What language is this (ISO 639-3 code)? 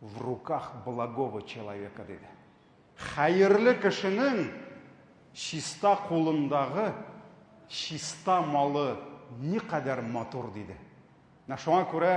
tat